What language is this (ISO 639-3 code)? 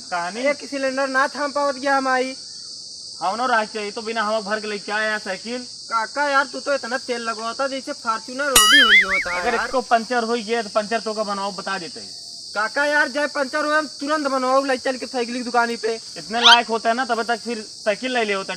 awa